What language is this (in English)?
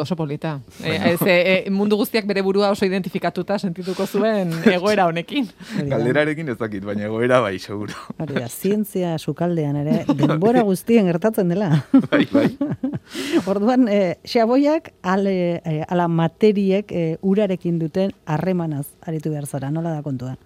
Basque